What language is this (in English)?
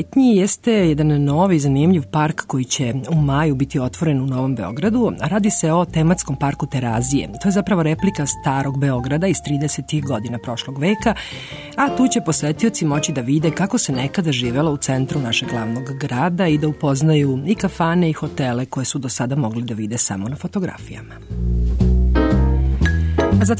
Serbian